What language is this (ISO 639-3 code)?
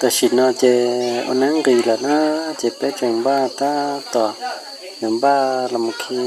hmn